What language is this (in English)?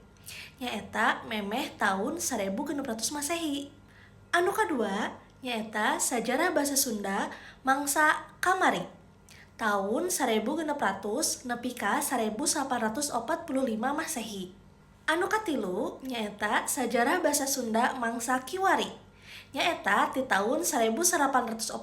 Sundanese